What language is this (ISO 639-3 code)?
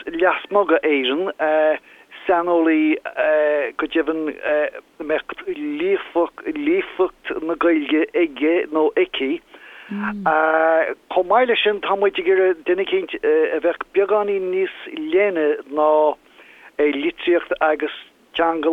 gle